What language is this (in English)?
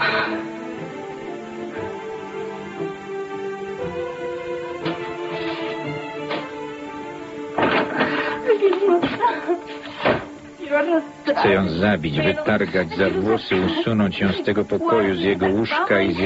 Polish